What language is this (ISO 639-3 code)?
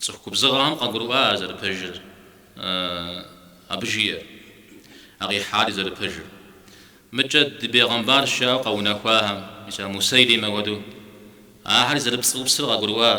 kbd